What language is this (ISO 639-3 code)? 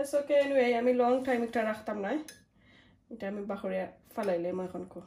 syl